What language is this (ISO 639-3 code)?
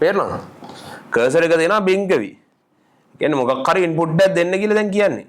sin